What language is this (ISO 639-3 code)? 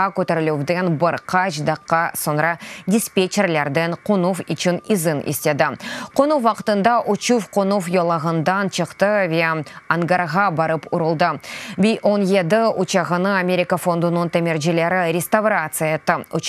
crh